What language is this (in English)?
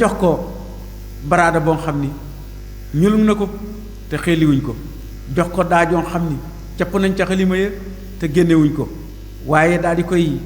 Wolof